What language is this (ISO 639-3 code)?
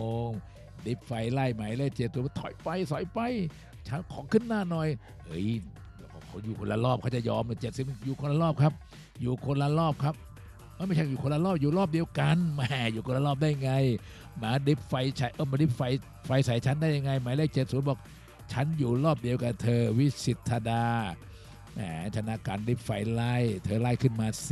tha